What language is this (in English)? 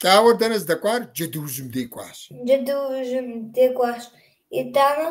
Kabardian